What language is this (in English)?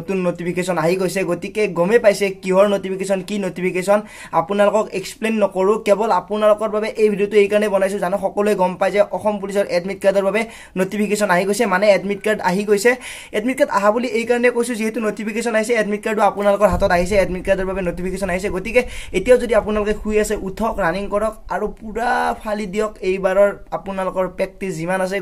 Assamese